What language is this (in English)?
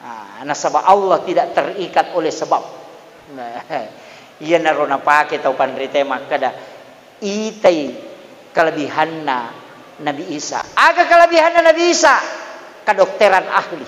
Buginese